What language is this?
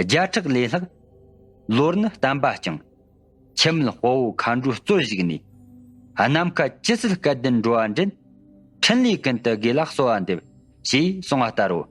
Tibetan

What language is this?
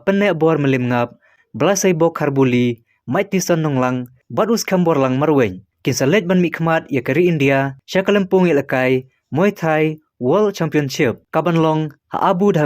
Khasi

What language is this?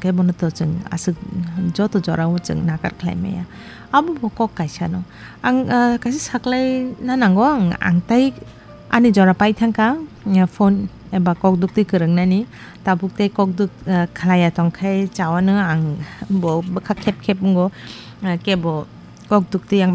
Kok Borok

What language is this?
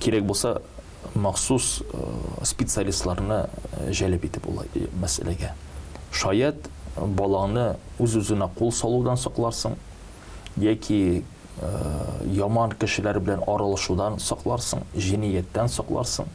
Tatar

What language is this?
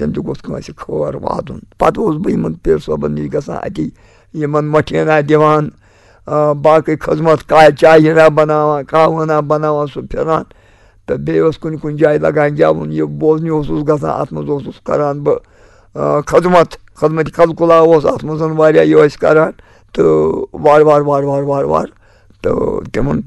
Kashmiri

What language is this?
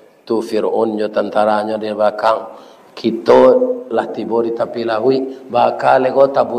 Minangkabau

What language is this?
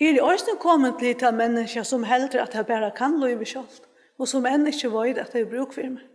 Faroese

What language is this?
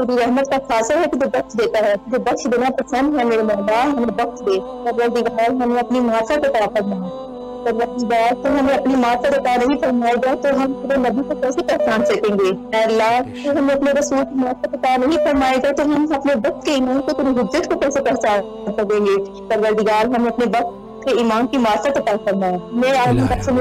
Urdu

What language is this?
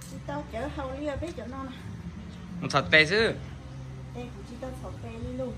Hmong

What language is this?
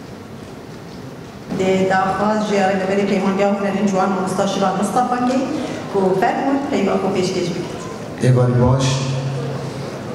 Kurdish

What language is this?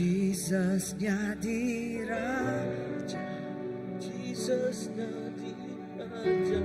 Iban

